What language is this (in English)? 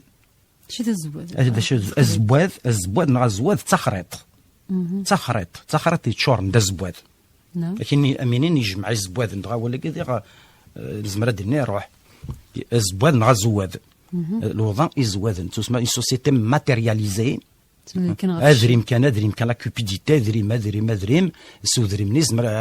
Kabyle